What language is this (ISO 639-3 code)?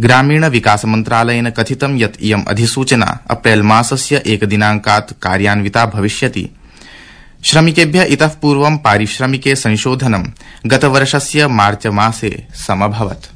san